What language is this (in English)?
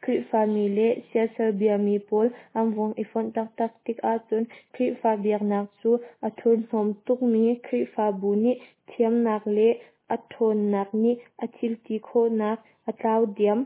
Hakha Chin